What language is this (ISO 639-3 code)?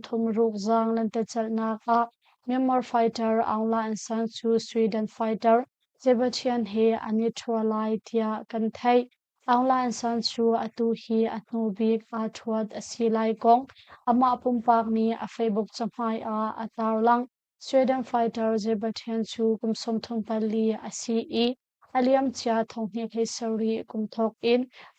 cnh